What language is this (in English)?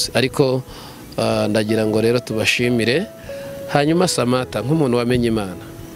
Kinyarwanda